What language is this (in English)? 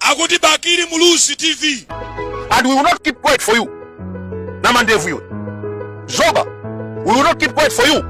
Nyanja